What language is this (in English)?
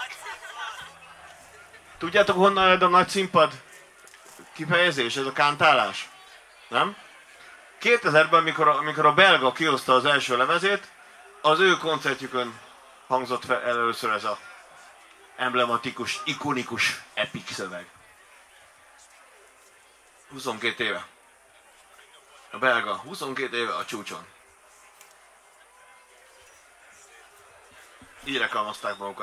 Hungarian